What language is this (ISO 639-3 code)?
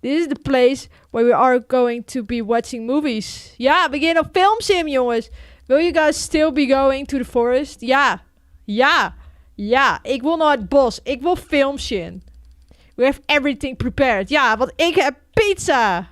fry